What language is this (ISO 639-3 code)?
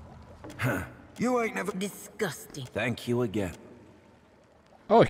deu